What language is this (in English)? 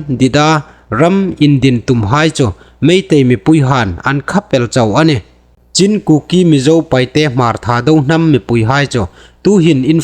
Hmar